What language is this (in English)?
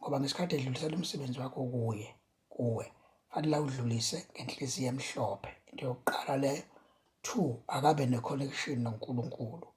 Zulu